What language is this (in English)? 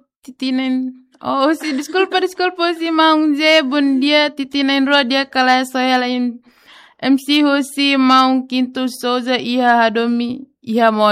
Tetum